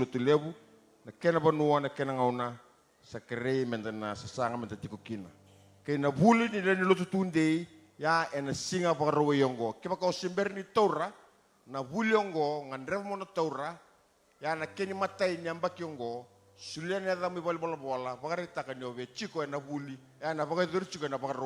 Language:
Fijian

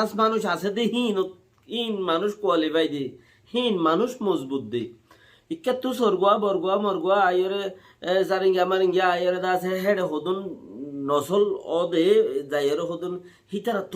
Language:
Rohingya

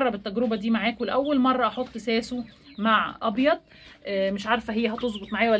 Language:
Egyptian Arabic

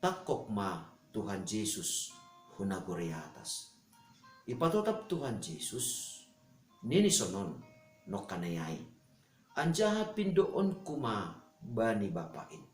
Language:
Batak Simalungun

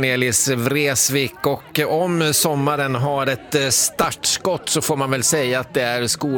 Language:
Swedish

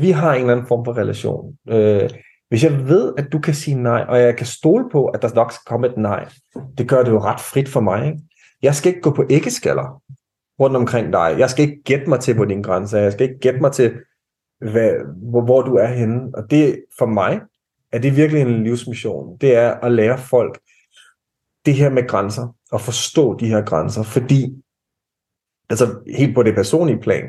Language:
Danish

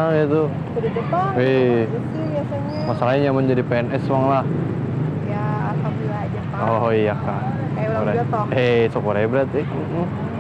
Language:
Banjar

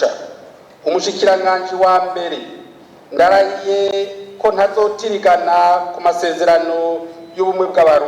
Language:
Rundi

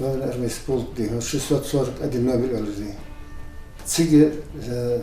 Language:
Ingush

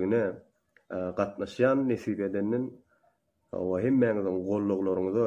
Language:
Turkmen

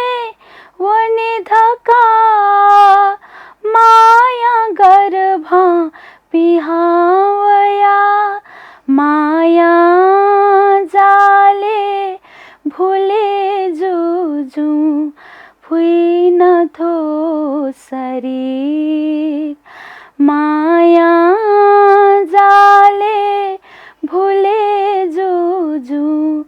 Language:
Newari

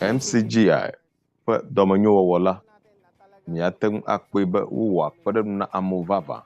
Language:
Ewe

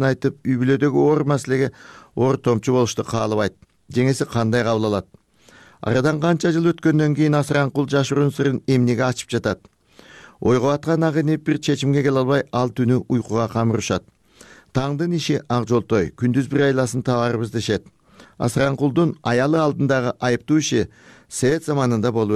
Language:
Kyrgyz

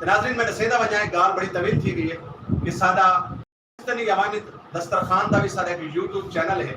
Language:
Saraiki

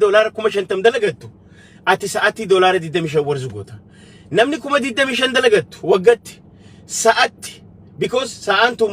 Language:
Oromo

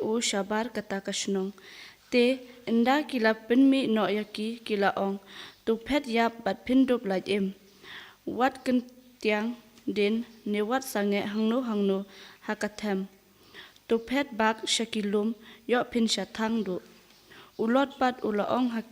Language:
Khasi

